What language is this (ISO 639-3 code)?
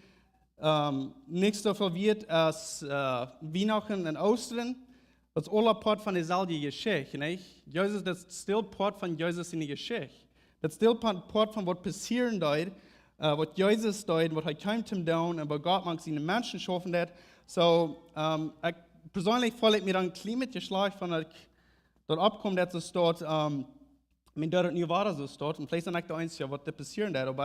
pdt